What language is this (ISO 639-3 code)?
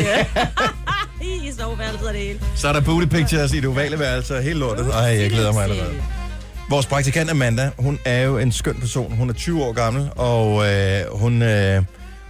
dan